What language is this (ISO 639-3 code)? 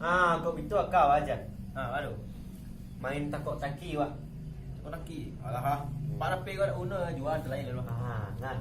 min